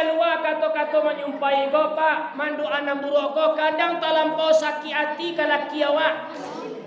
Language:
Minangkabau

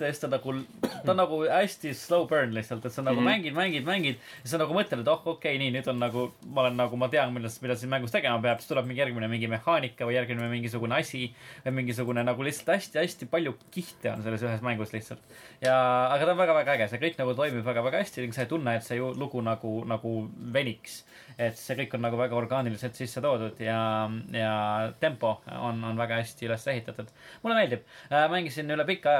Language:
Estonian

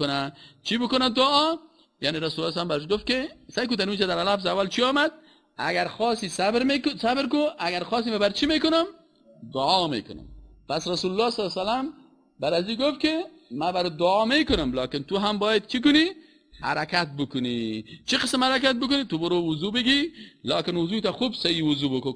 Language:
Persian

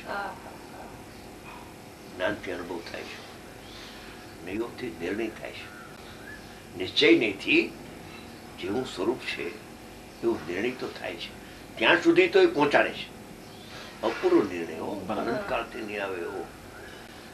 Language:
Gujarati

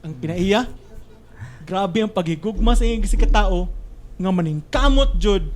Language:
Cebuano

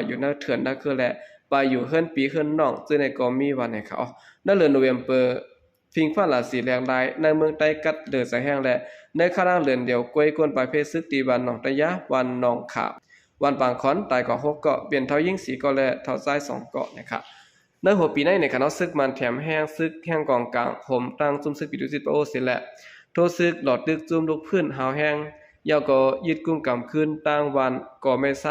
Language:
Shan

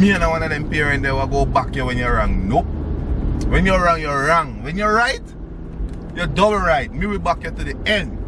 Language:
Jamaican Creole English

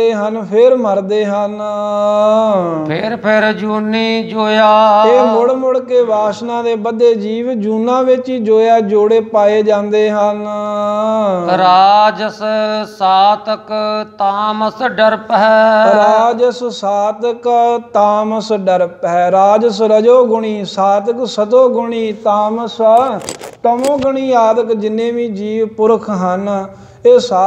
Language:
Punjabi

